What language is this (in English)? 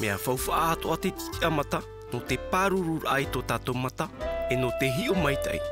Tahitian